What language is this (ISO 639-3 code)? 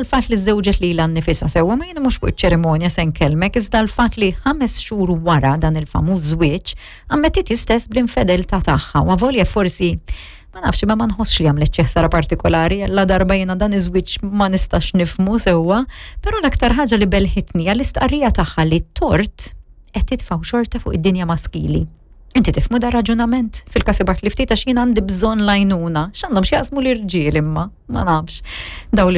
mlt